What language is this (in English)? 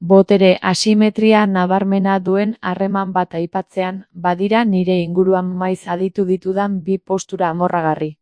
Basque